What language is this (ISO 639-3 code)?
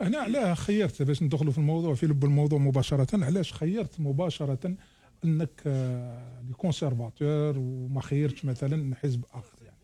arq